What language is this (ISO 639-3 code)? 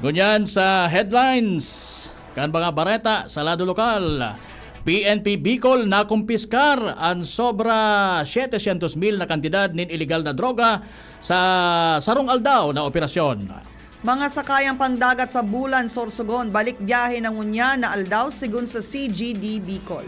bik